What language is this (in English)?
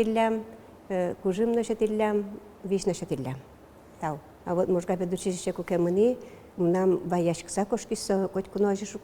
Udmurt